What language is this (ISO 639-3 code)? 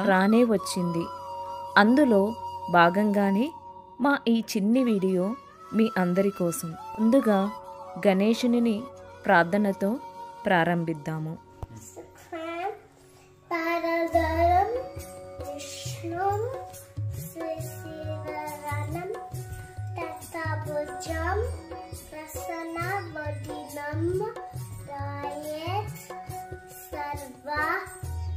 tel